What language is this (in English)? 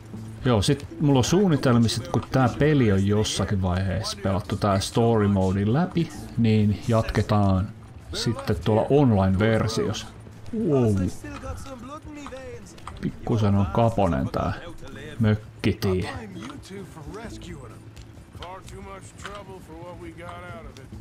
Finnish